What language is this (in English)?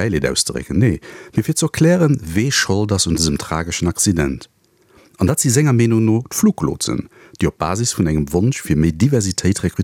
Luxembourgish